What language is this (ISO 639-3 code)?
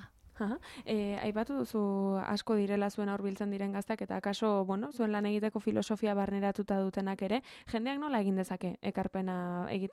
eus